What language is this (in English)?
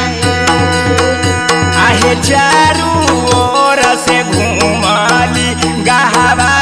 Bhojpuri